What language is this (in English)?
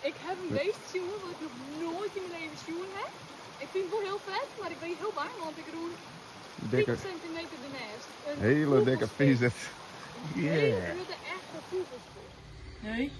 Western Frisian